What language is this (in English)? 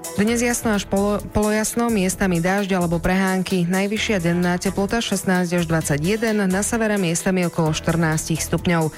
Slovak